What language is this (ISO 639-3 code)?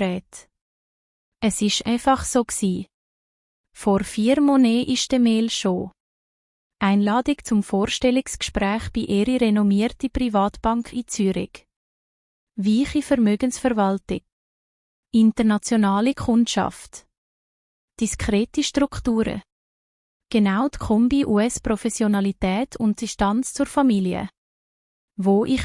gsw